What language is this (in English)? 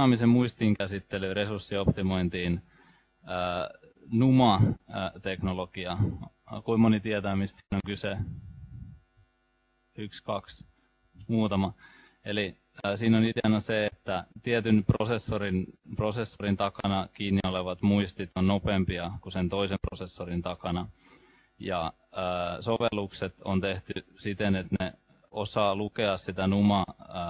Finnish